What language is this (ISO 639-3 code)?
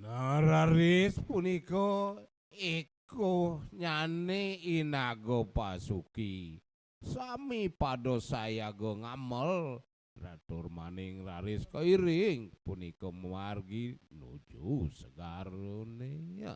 ban